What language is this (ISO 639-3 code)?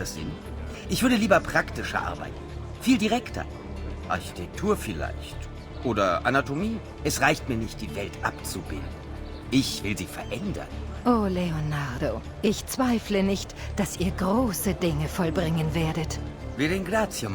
bar